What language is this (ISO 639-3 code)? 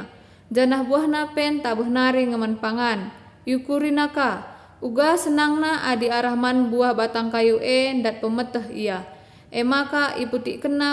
btx